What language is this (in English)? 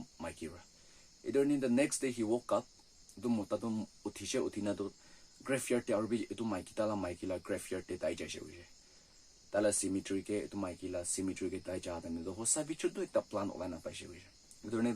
Naga Pidgin